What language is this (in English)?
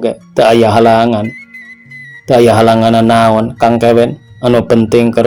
Sundanese